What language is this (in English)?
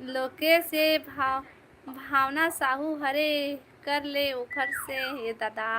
Chhattisgarhi